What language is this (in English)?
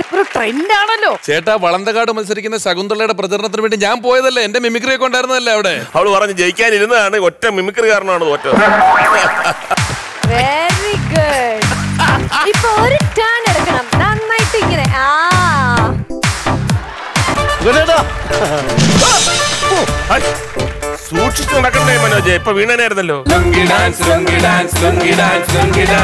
Malayalam